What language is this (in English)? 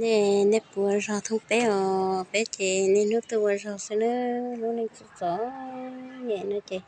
Hmong